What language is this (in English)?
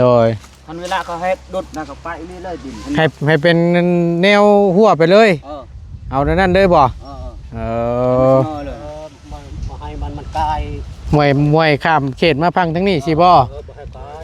Northeastern Thai